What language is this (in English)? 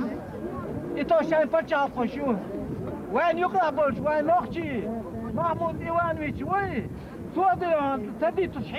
Chechen